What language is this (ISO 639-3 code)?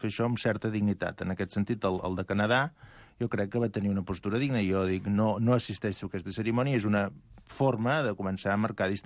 cat